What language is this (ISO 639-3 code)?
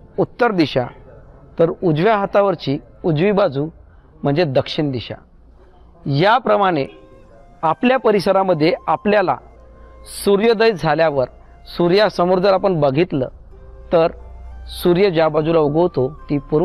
mar